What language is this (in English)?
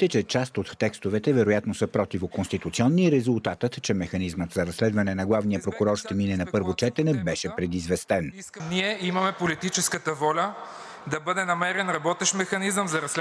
Bulgarian